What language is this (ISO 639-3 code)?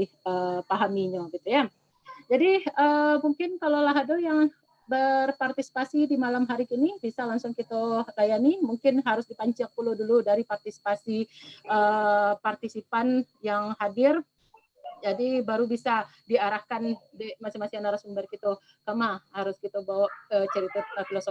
min